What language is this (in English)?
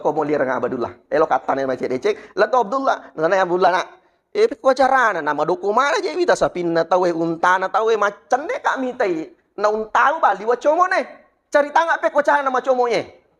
Buginese